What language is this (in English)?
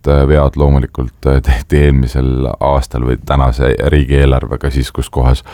Estonian